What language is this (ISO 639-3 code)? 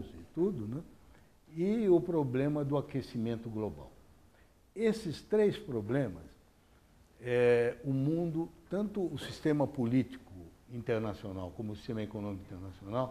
por